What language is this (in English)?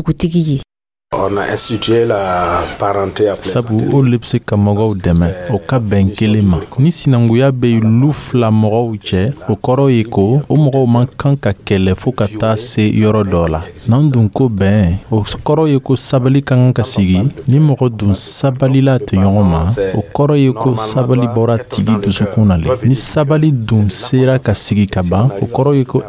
Dyula